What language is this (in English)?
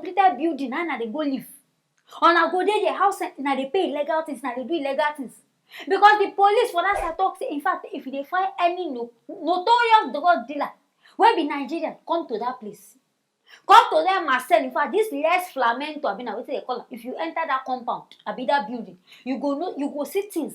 Nigerian Pidgin